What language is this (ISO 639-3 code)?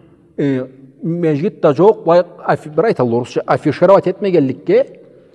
krc